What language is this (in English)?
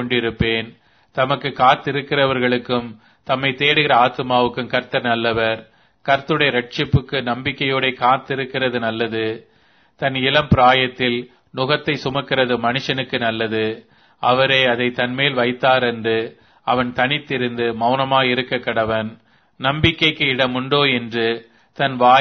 Tamil